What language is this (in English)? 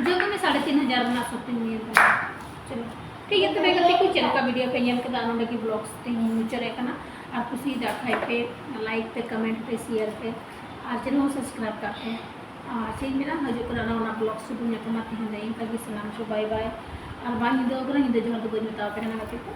Santali